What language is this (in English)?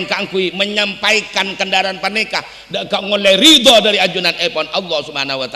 Madurese